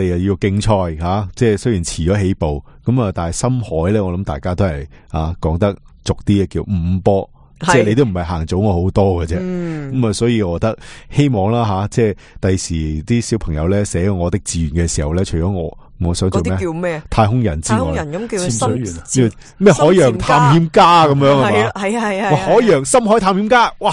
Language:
Cantonese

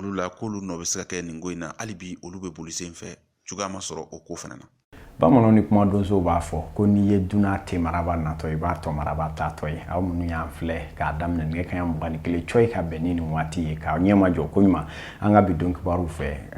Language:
Bambara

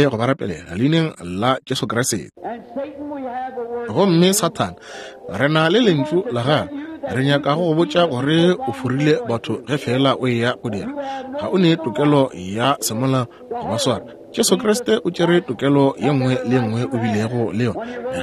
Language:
Northern Sotho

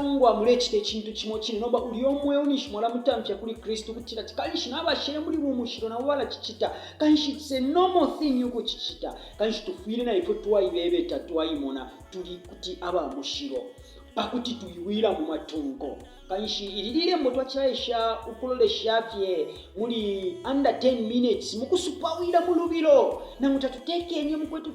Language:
Bemba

